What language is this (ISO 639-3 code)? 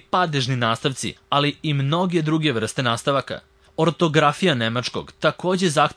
srp